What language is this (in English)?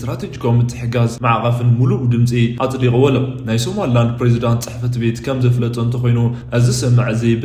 Tigrinya